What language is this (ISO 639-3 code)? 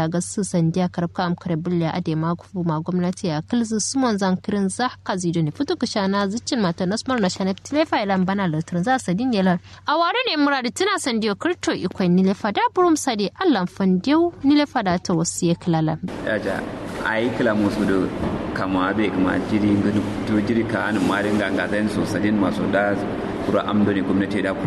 kau